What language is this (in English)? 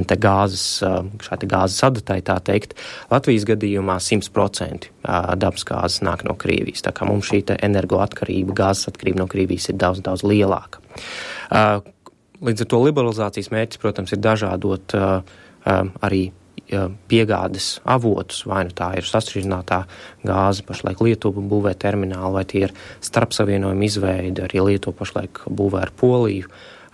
Latvian